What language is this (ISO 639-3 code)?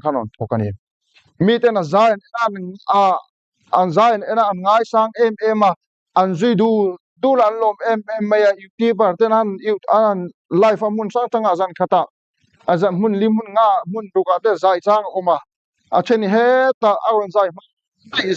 lus